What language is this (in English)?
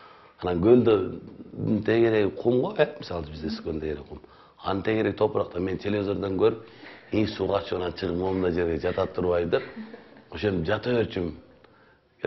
Kyrgyz